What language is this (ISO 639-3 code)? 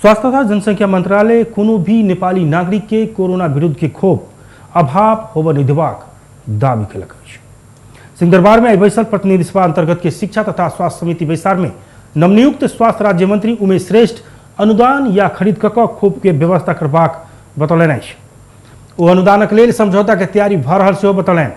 mai